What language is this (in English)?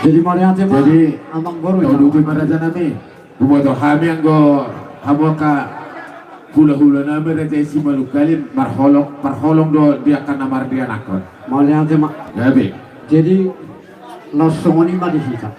Batak Toba